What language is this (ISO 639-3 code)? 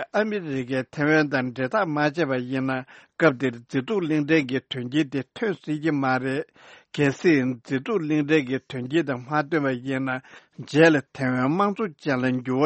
bod